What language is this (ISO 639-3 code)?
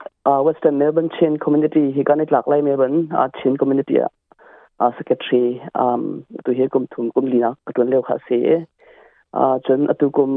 cnh